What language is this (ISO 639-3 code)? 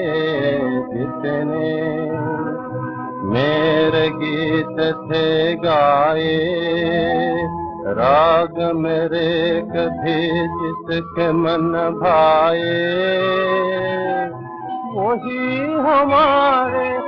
hin